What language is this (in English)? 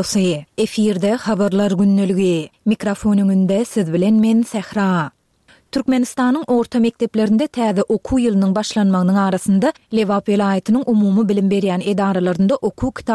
Turkmen